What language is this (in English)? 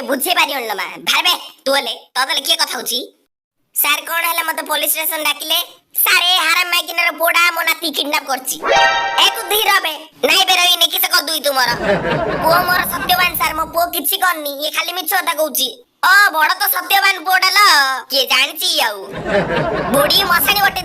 Odia